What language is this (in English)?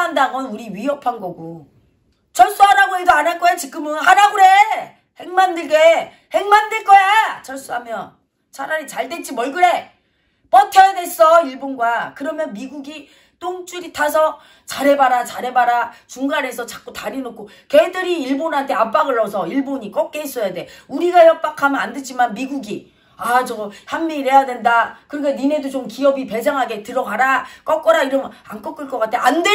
Korean